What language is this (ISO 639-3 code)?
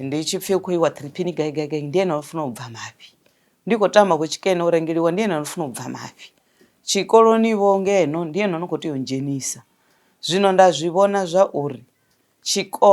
ven